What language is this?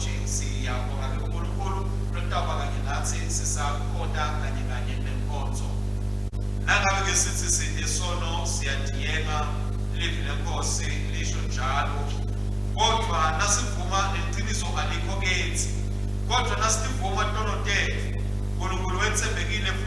Swati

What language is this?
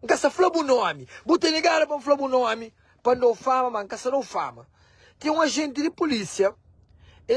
Kabuverdianu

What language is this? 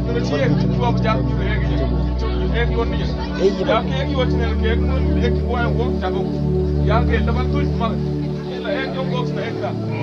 Mabaan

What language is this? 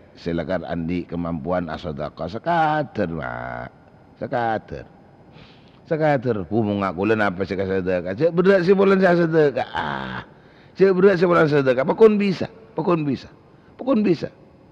Madurese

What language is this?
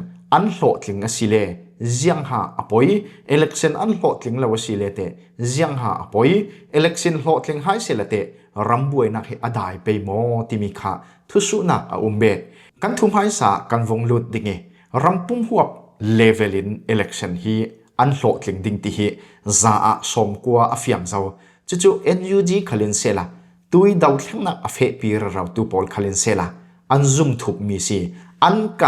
Falam Chin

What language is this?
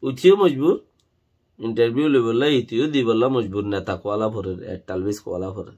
Rohingya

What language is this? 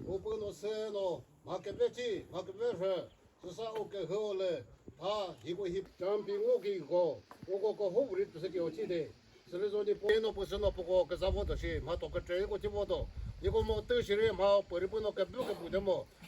Chokri Naga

